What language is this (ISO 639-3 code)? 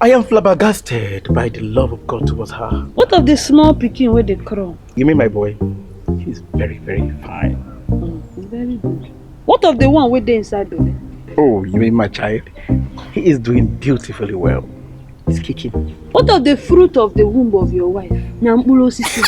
pcm